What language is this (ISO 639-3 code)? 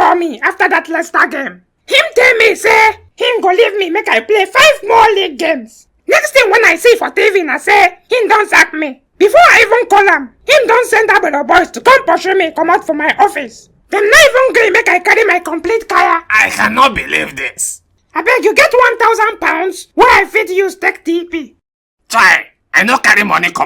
pcm